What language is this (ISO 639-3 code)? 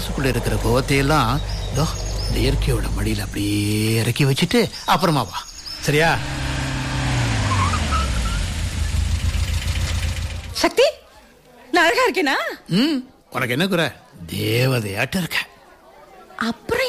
tam